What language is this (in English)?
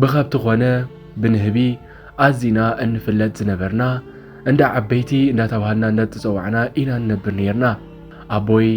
Tigrinya